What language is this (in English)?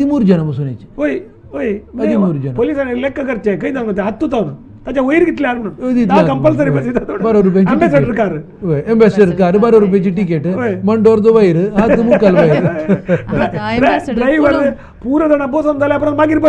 Konkani